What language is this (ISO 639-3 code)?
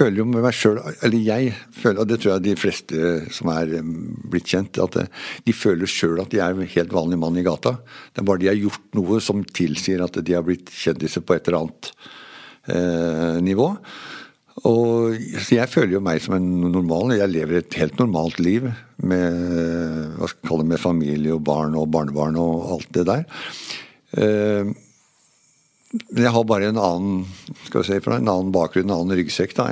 nor